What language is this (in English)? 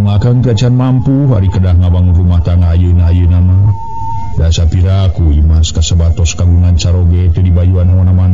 Sundanese